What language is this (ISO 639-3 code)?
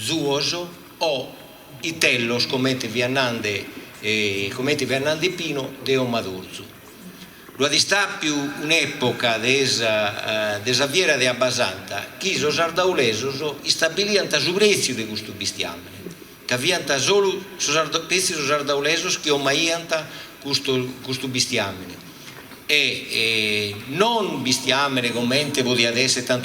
srd